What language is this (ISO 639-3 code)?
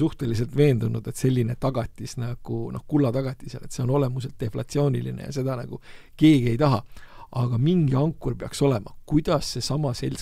est